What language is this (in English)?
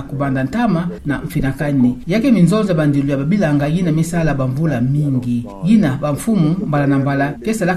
Kituba (Democratic Republic of Congo)